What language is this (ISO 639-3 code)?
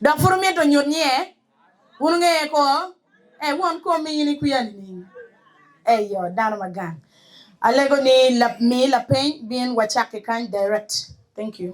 ach